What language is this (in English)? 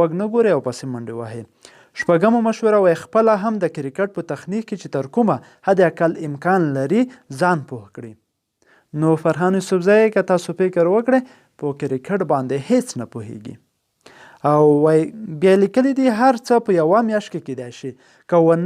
Pashto